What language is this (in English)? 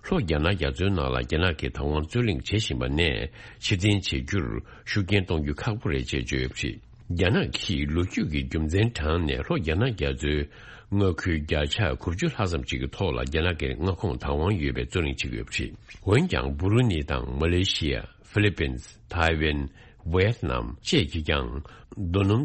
Tibetan